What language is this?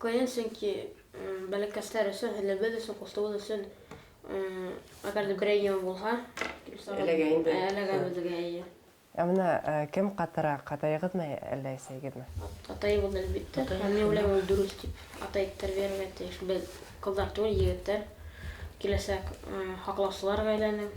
Bashkir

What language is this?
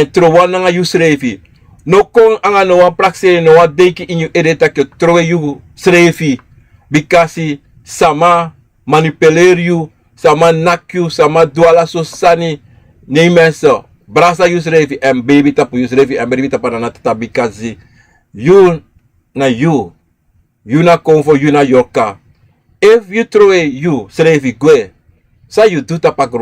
Sranan Tongo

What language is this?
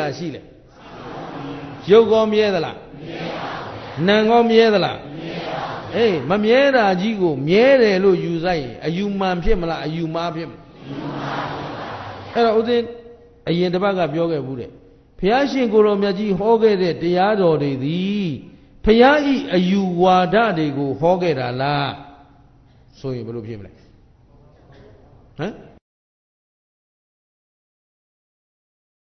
Burmese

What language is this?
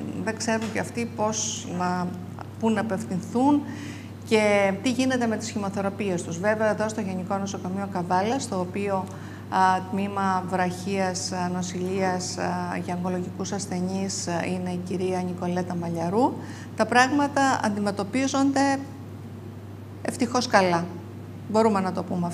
Greek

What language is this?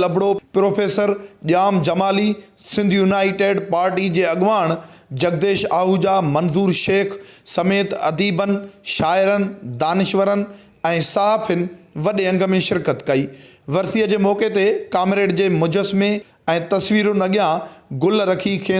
Sindhi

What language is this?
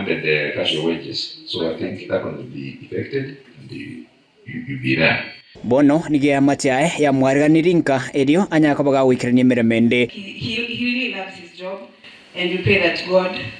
Gusii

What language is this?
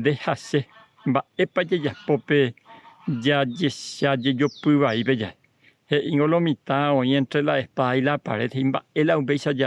Guarani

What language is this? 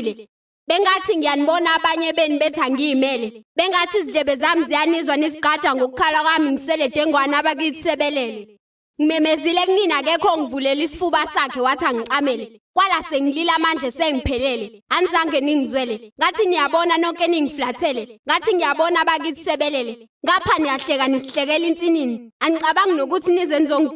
Zulu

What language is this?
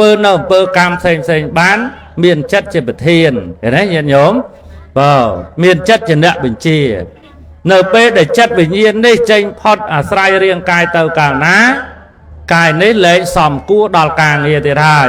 Khmer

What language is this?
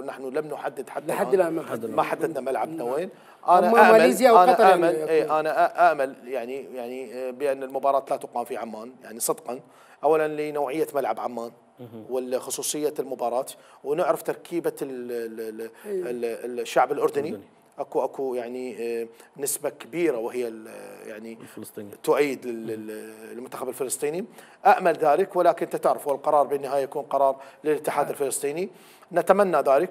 Mesopotamian Arabic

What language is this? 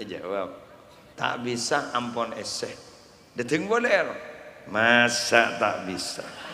Madurese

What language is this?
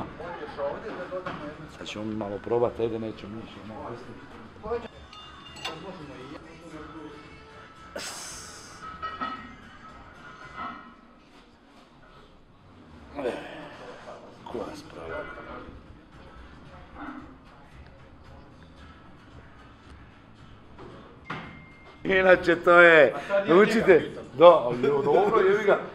Croatian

